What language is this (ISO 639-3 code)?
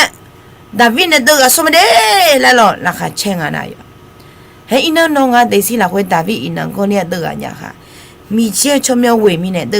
ahk